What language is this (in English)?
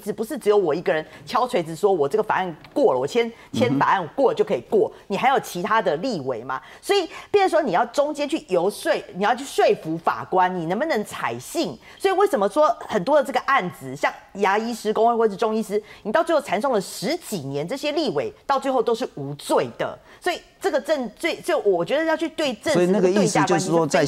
Chinese